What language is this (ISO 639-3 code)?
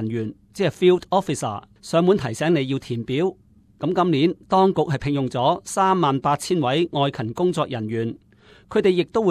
yue